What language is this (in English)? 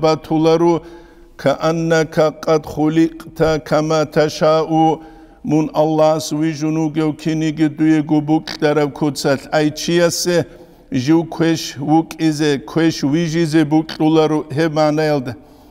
Avaric